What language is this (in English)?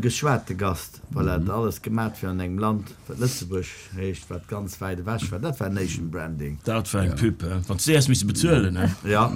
Luxembourgish